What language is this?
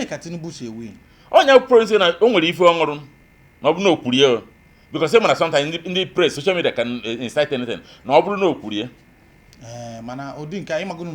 Igbo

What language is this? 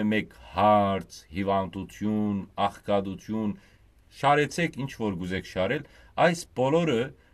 Western Armenian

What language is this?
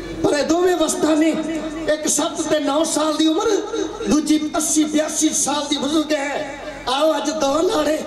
Punjabi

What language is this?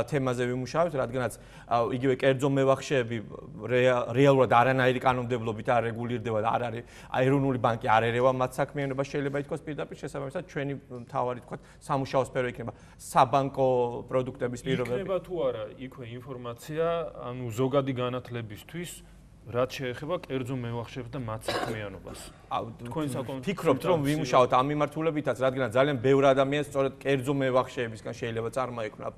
Georgian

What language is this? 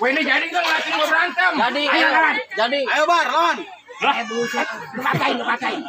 Betawi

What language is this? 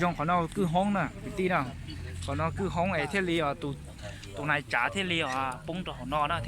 Hmong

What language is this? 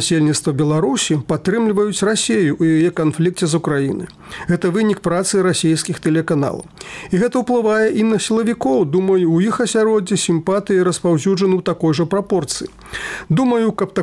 Belarusian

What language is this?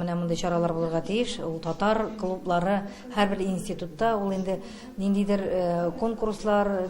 Tatar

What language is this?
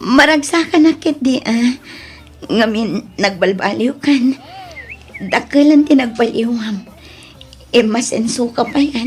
Iloko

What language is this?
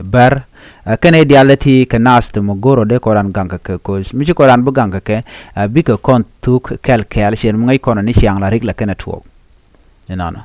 Nuer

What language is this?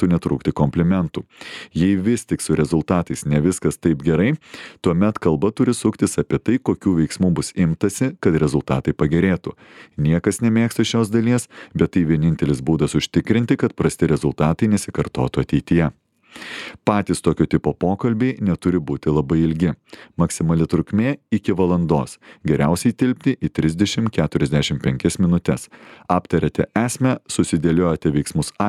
Lithuanian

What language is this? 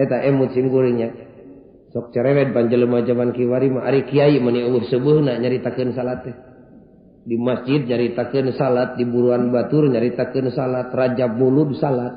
Sundanese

